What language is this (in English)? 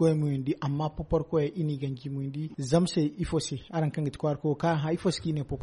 Zarma